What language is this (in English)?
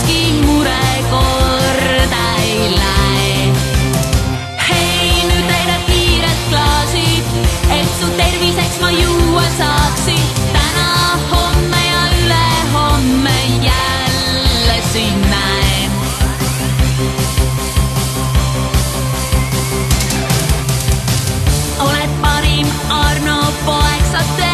Estonian